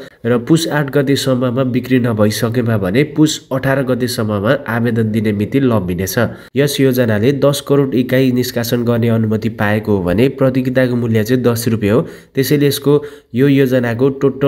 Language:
Nepali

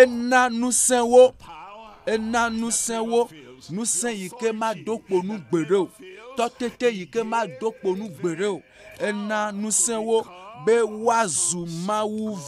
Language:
Ewe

